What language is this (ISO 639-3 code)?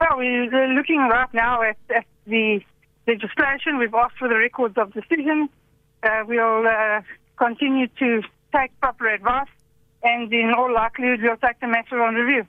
eng